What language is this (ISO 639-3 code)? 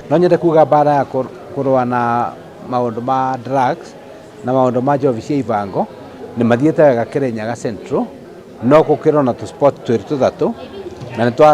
kik